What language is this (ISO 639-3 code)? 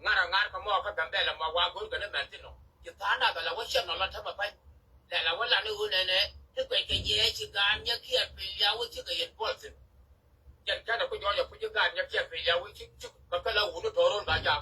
nus